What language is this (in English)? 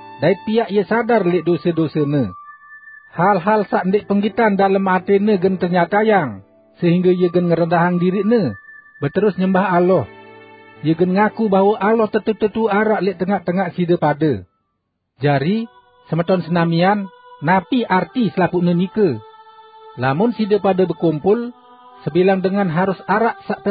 Sasak